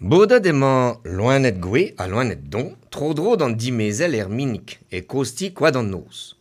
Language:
Breton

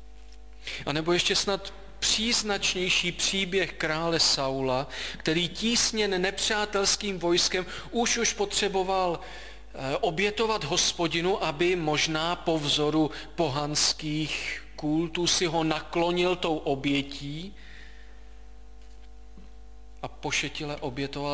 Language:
Czech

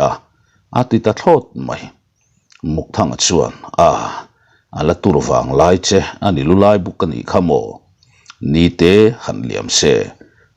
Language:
Mizo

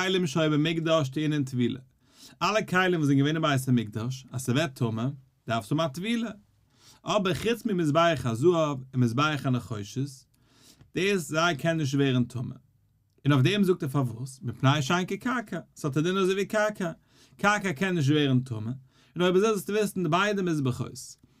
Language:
Yiddish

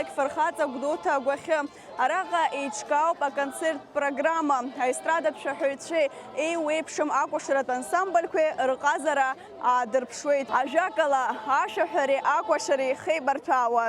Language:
Abkhazian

